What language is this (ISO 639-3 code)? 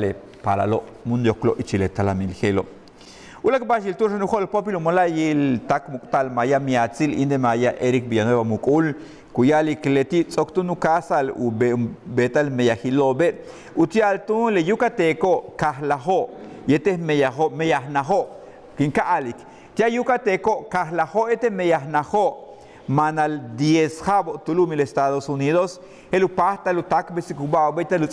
yua